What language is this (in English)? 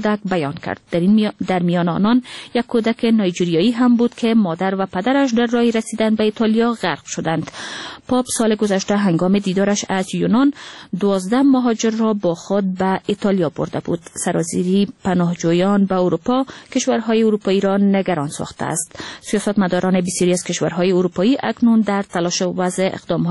Persian